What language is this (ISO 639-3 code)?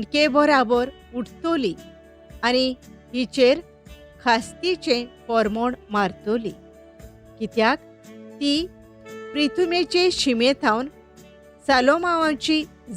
kok